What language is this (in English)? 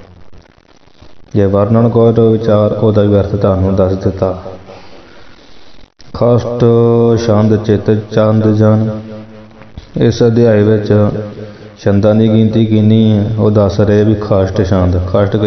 Punjabi